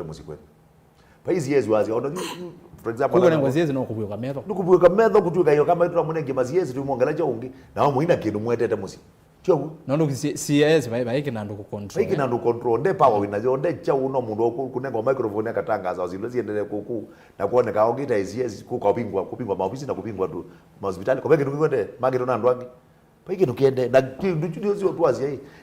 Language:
Kamba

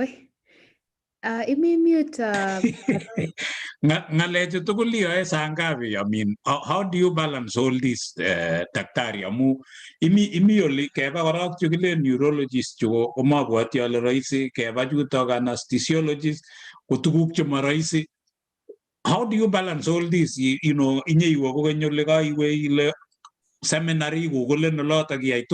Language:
Kalenjin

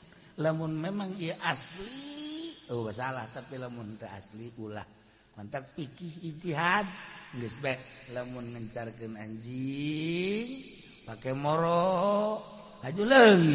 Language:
Sundanese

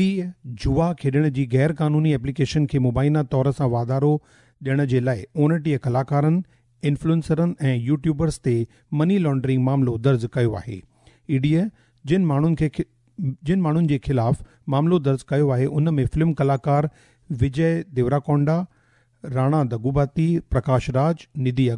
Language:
Sindhi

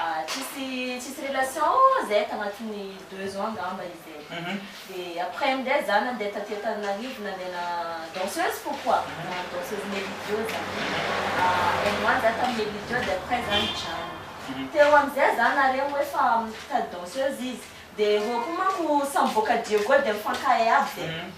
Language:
Malagasy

